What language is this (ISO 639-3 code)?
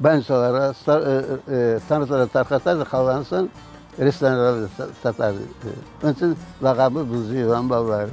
crh